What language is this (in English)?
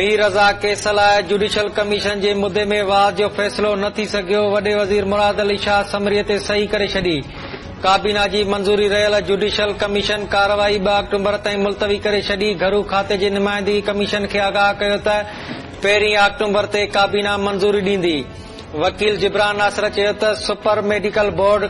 Sindhi